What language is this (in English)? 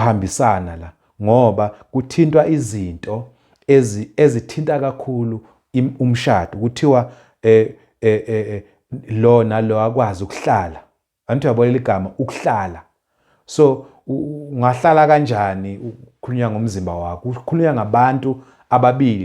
Zulu